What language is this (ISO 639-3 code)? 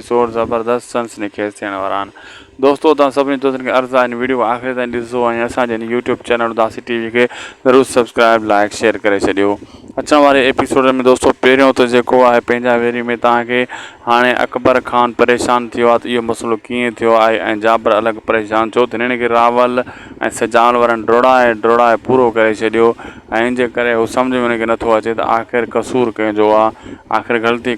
snd